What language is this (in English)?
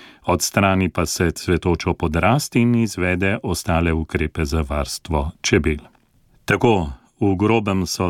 Slovenian